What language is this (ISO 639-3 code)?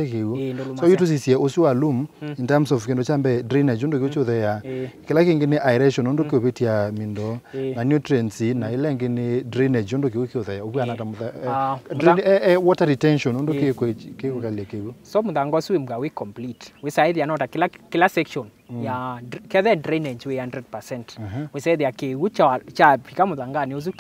kam